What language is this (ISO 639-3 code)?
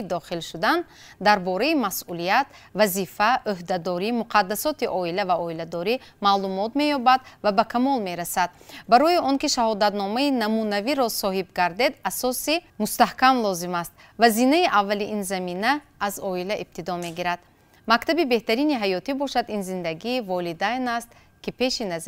tgk